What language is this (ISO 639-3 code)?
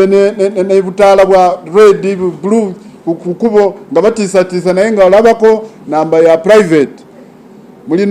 lug